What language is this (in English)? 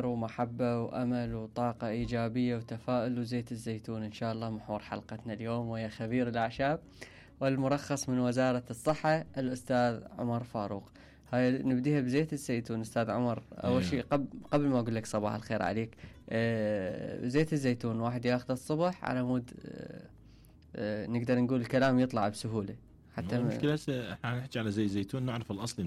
Mesopotamian Arabic